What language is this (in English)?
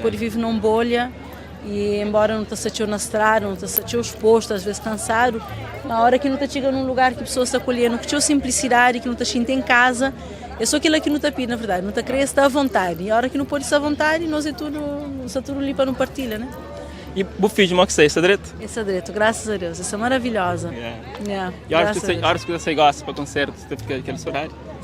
Kabuverdianu